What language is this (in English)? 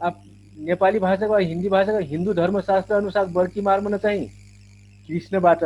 Dangaura Tharu